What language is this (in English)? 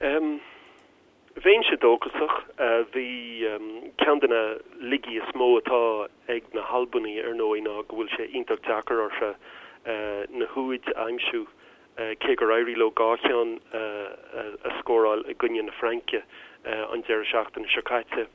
Irish